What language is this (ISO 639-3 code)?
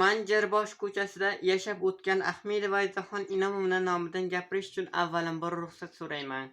uzb